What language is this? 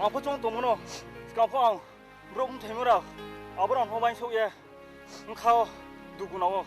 Riang (India)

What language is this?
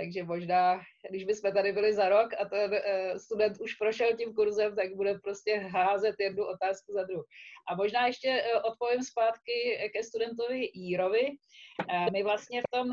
Czech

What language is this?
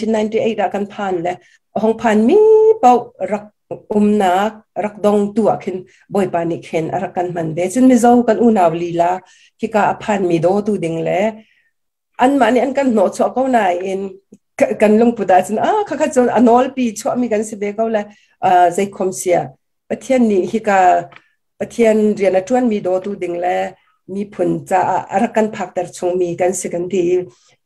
Hakha Chin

